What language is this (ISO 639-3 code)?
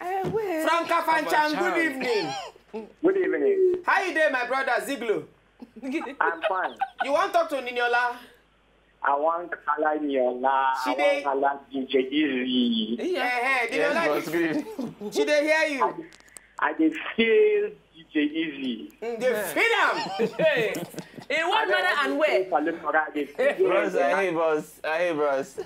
pcm